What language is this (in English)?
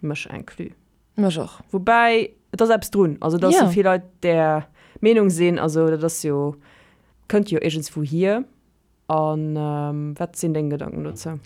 Luxembourgish